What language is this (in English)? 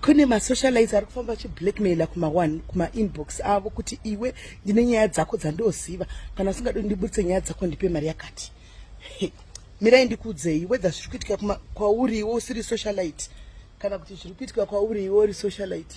Shona